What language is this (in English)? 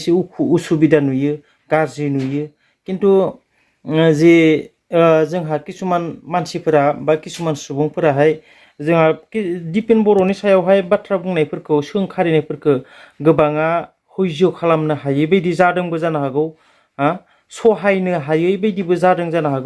Bodo